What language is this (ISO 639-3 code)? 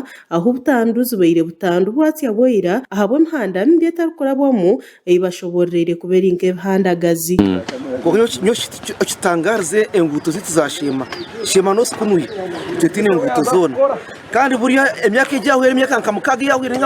nyn